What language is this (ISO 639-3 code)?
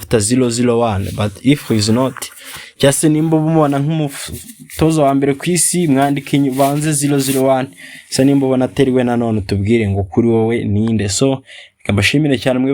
kin